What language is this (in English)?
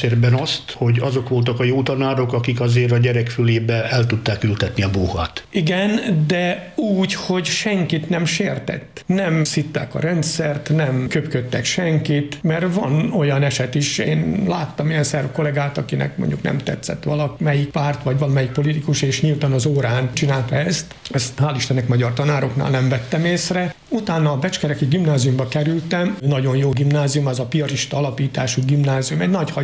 Hungarian